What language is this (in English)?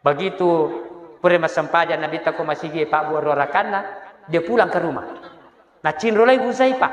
Buginese